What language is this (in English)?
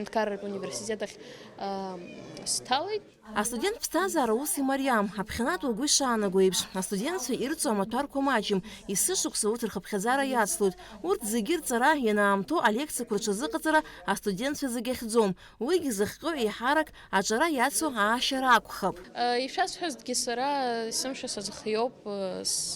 Abkhazian